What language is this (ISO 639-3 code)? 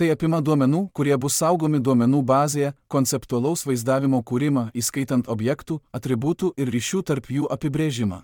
lit